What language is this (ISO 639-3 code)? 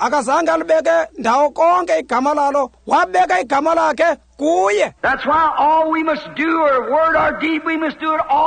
xho